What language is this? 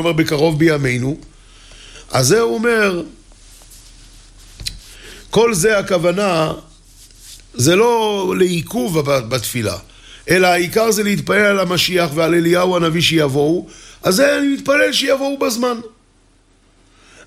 Hebrew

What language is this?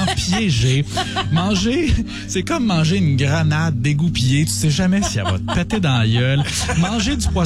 French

